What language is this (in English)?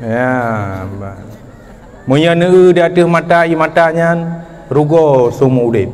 Achinese